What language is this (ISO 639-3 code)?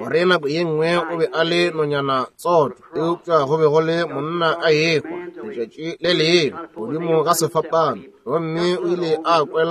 nso